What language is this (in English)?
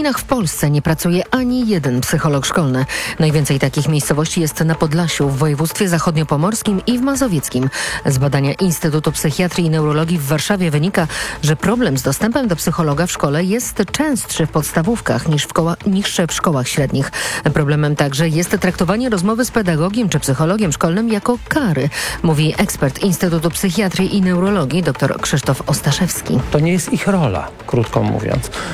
Polish